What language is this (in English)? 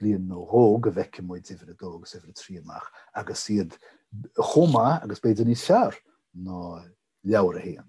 Irish